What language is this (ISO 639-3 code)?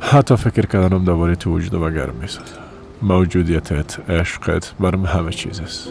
fas